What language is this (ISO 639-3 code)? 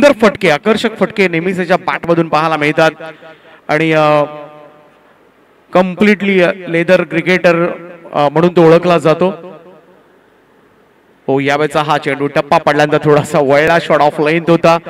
mar